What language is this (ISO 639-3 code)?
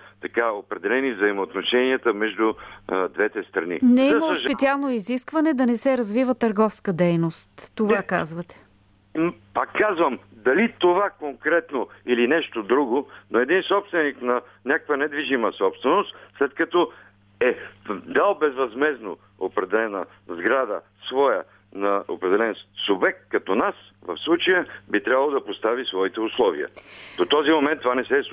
bul